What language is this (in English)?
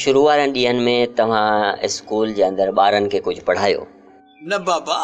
Sindhi